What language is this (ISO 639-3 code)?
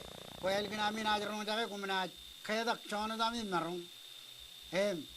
mah